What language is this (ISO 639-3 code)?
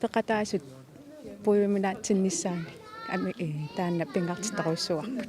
kal